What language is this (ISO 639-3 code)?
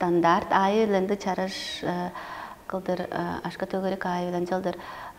tyv